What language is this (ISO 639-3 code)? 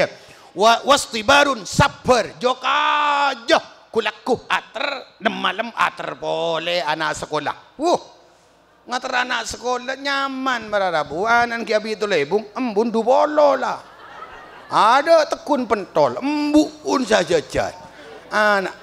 mad